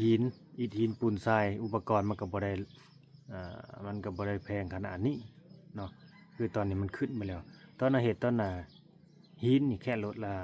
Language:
Lao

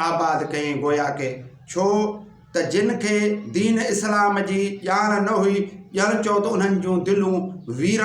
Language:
Sindhi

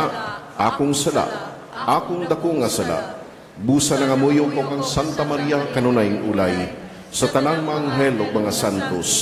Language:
Cebuano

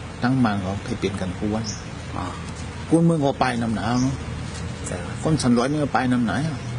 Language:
Shan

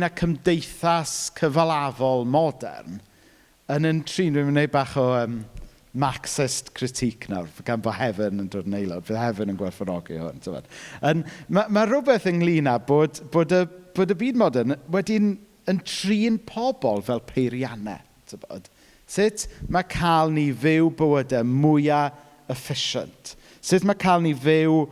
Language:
Welsh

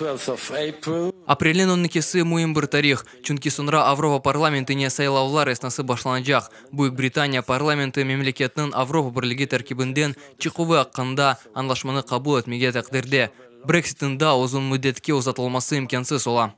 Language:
Crimean Tatar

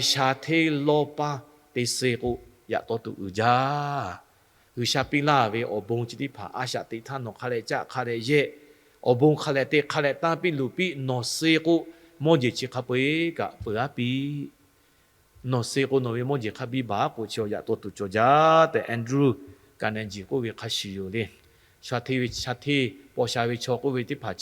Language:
Lahu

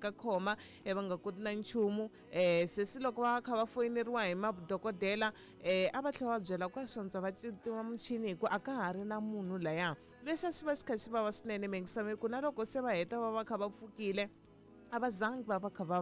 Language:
Tsonga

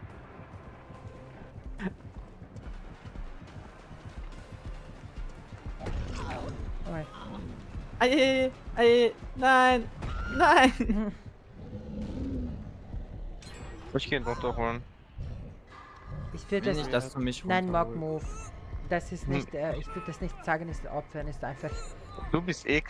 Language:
German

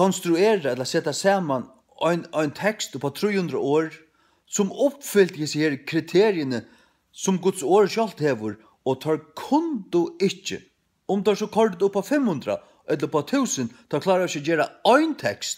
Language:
Faroese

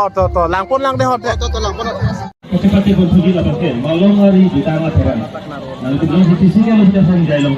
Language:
Karbi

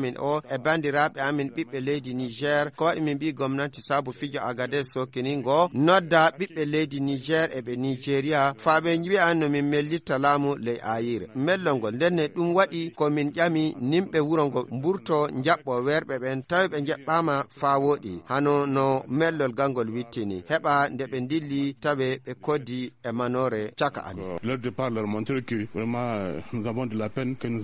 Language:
Fula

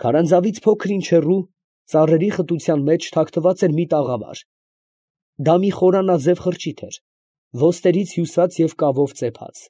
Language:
Armenian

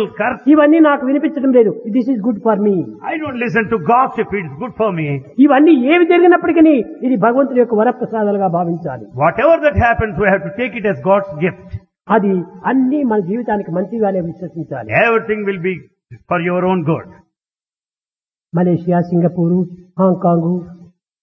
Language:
Telugu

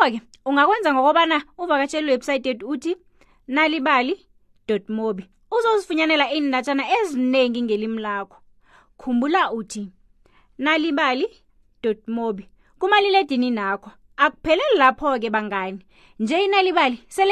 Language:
South Ndebele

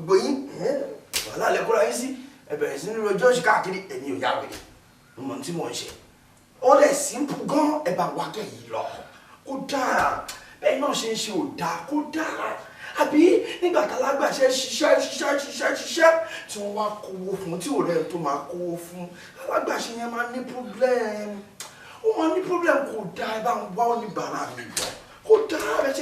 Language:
Yoruba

